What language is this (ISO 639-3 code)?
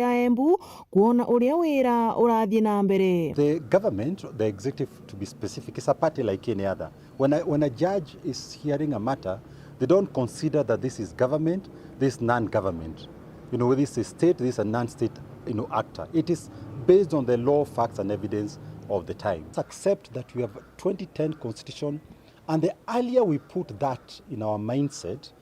mer